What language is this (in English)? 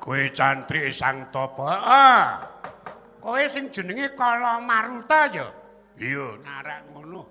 Javanese